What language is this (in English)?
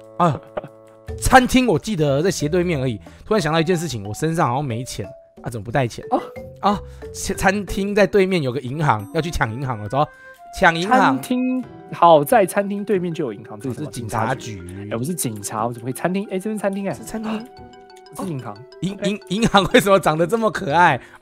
Chinese